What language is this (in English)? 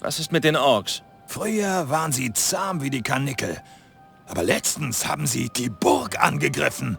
Bavarian